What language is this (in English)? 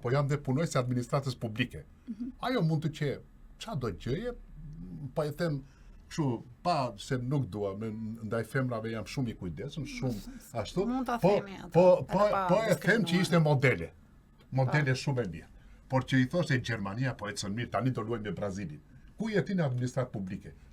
Albanian